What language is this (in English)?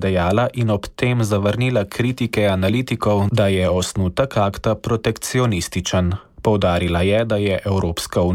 Slovenian